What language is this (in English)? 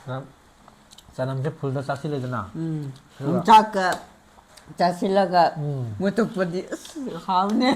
Manipuri